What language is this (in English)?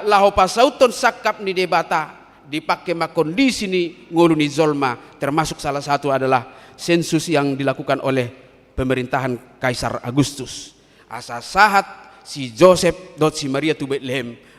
Batak Toba